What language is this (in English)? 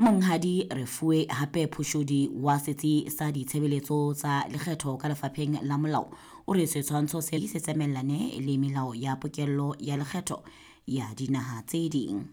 Southern Sotho